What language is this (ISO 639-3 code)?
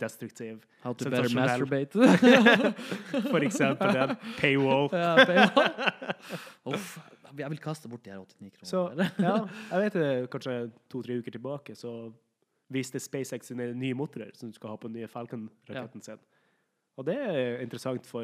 nor